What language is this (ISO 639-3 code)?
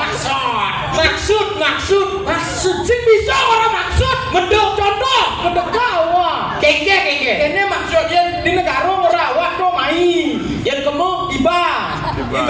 ban